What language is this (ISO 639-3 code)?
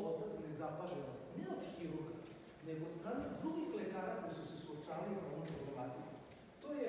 srp